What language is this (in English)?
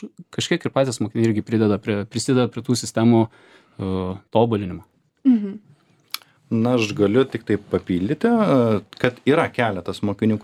Lithuanian